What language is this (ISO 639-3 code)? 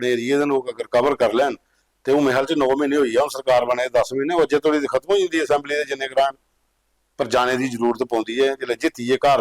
doi